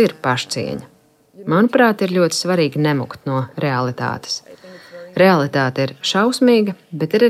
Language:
Latvian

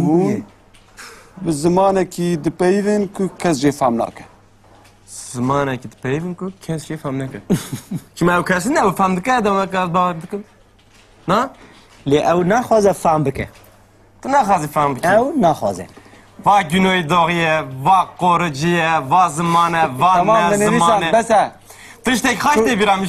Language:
Kurdish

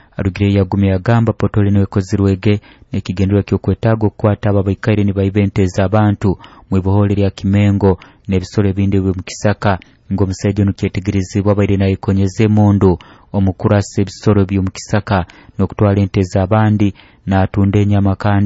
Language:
Nyoro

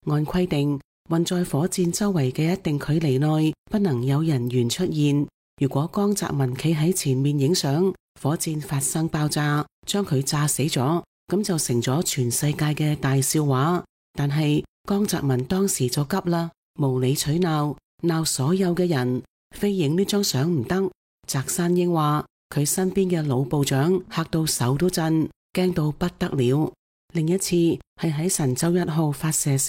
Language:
Cantonese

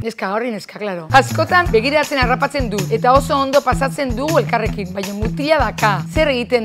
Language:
Basque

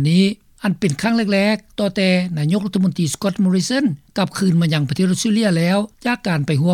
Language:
Lao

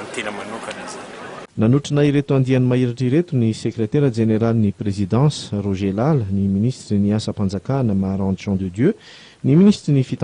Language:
Malagasy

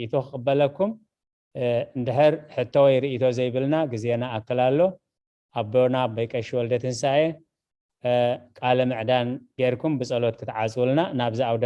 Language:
Tigrinya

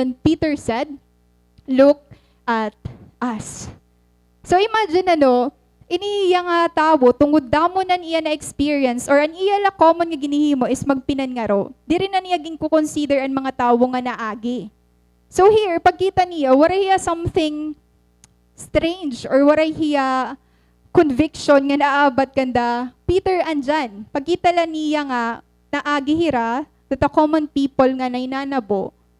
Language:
Waray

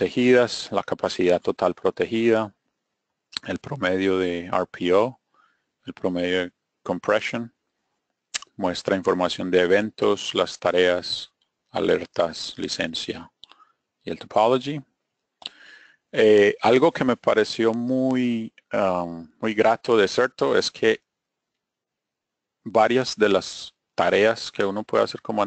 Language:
Spanish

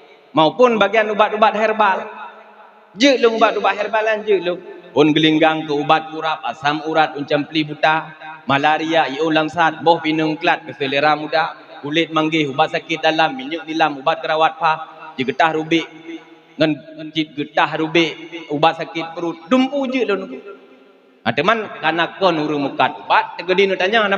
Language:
Achinese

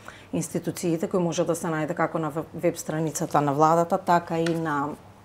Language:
Macedonian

